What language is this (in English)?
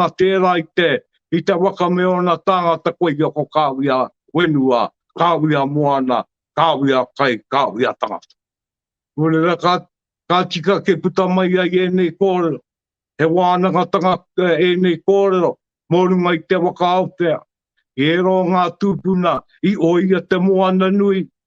Māori